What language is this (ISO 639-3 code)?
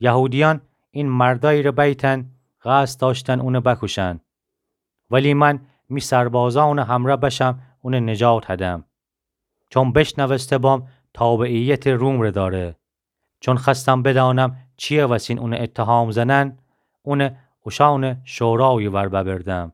glk